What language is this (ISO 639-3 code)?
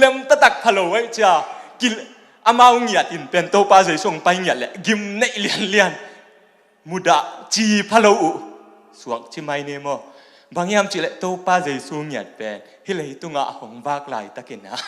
ctd